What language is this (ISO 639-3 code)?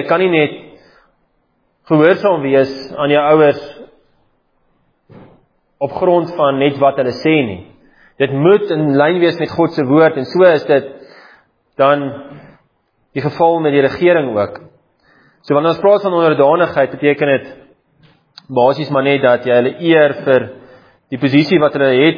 afr